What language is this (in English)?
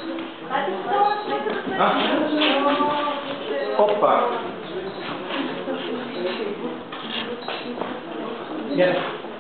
Bulgarian